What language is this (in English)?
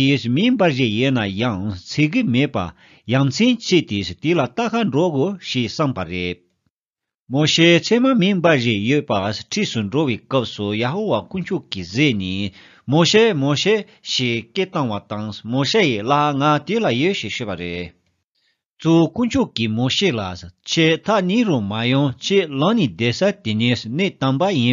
Tibetan